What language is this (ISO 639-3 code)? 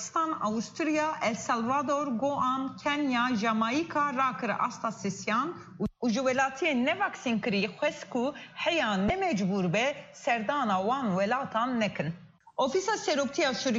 kur